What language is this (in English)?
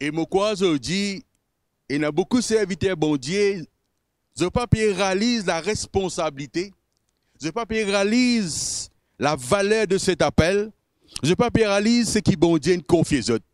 Morisyen